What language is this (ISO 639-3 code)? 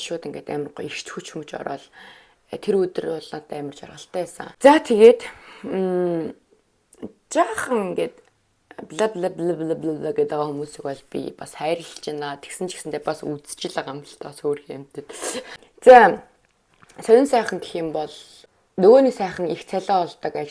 mon